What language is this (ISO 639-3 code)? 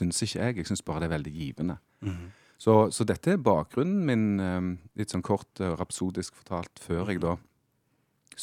nor